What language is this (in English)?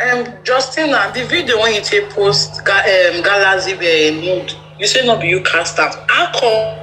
Nigerian Pidgin